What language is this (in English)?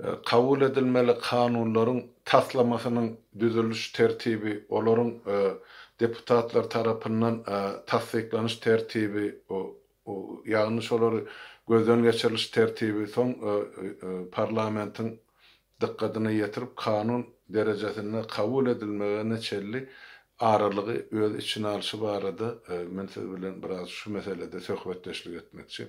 Turkmen